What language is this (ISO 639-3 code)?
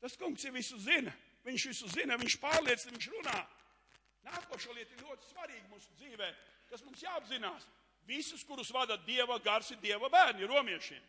lav